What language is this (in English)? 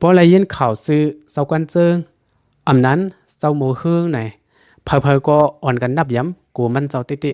Shan